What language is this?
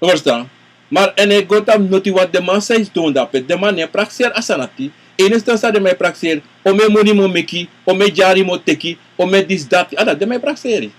Sranan Tongo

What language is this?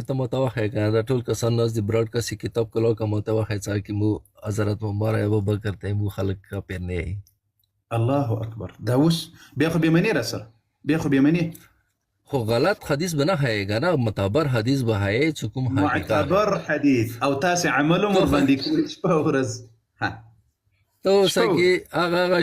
Pashto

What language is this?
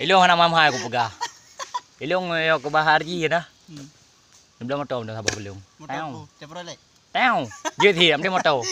Achinese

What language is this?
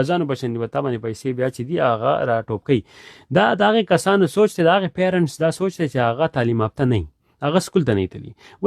Pashto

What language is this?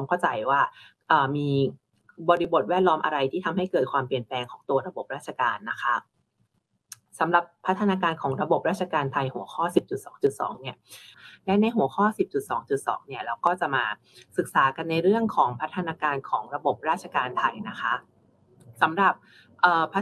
Thai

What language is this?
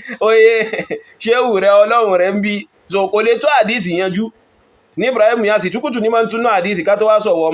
Yoruba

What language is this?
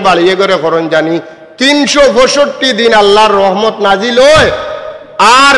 Sylheti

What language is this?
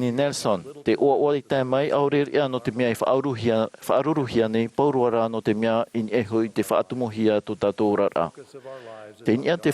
Tahitian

